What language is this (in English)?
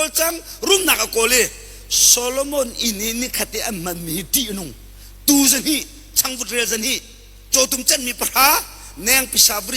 Hakha Chin